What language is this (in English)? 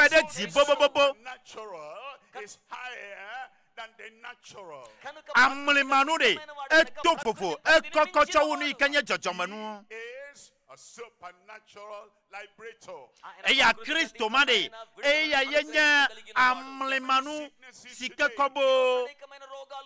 Ewe